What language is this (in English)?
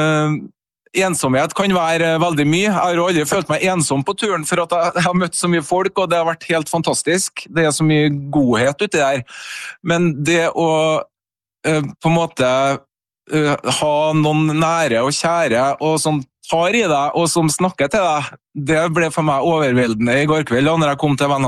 Norwegian